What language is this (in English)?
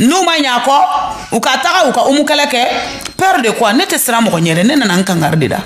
Bambara